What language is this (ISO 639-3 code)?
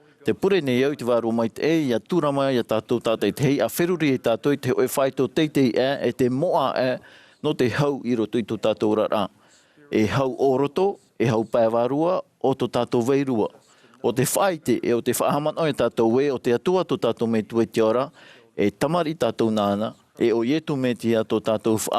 tah